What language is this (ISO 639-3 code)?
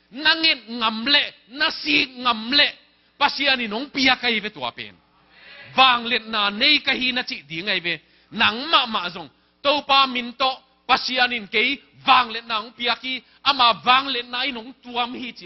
ctd